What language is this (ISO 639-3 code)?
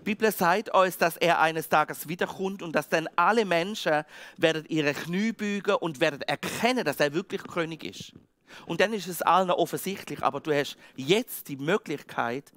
gsw